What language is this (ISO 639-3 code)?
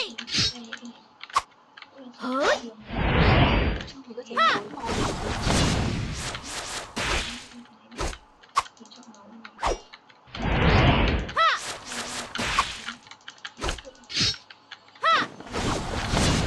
vie